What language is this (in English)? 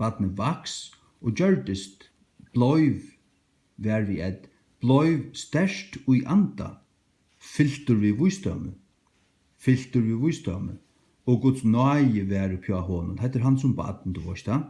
Faroese